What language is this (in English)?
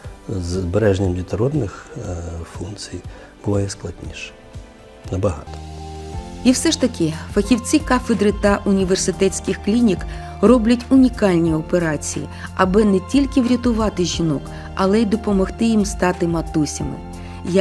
Ukrainian